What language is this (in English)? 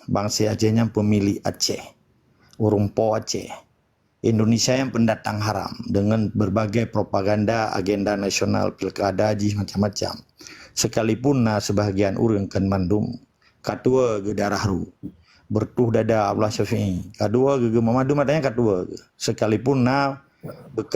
Achinese